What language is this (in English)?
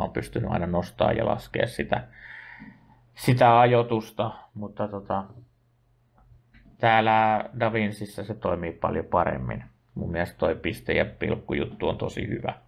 Finnish